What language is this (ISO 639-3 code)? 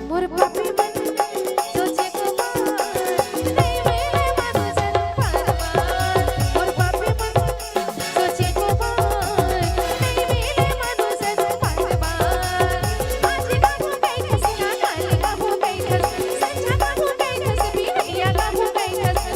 hne